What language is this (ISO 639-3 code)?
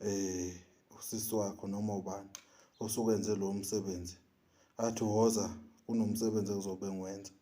zul